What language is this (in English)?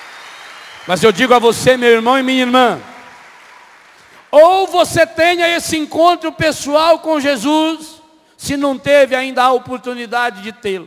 Portuguese